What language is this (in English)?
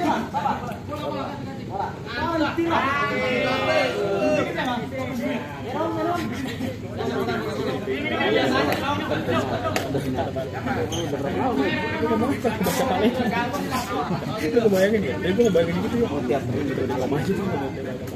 Indonesian